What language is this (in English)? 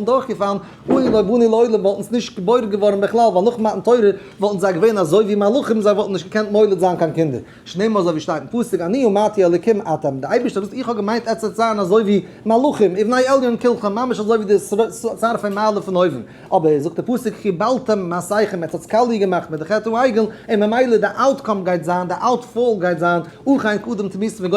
Yiddish